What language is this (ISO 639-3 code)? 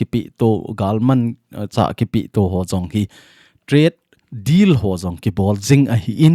tcz